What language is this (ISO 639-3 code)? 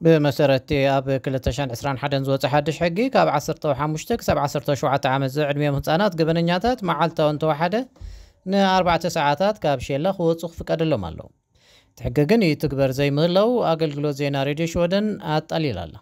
tir